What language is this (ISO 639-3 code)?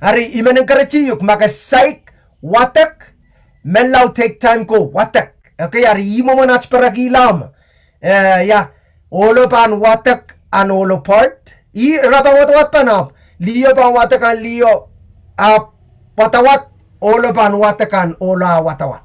pon